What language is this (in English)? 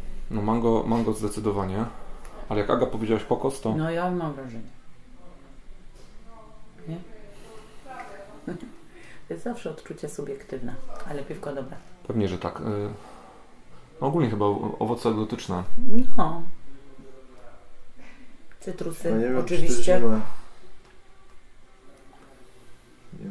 Polish